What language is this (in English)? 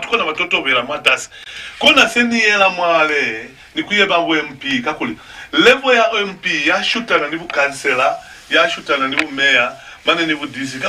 Lozi